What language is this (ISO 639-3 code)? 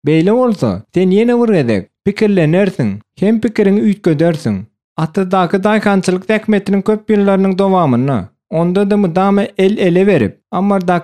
tuk